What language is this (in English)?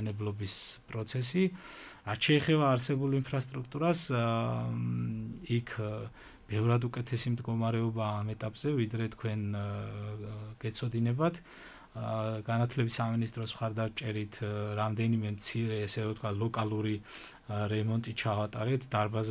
Georgian